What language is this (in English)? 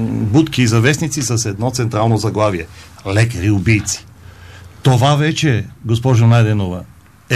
Bulgarian